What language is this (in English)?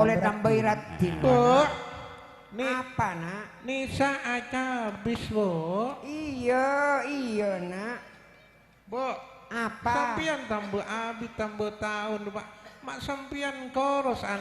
Madurese